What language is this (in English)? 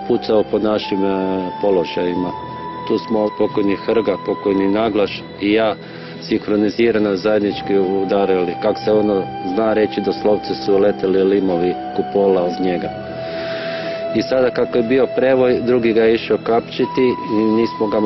Croatian